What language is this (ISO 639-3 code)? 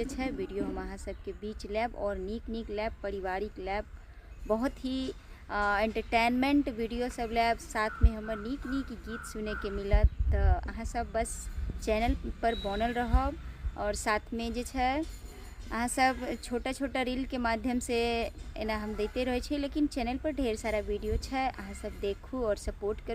mai